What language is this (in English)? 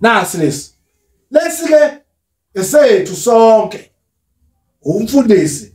Zulu